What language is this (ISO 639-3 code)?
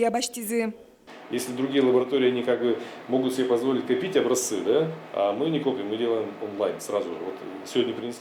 udm